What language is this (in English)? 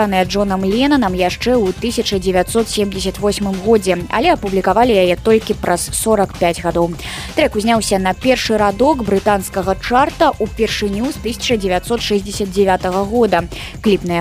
Belarusian